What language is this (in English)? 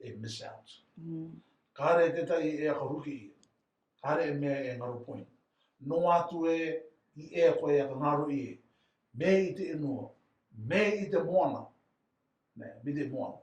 Rarotongan